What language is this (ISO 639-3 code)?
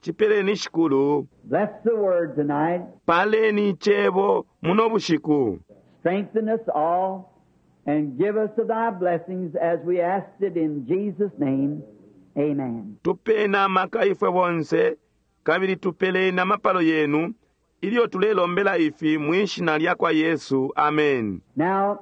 bem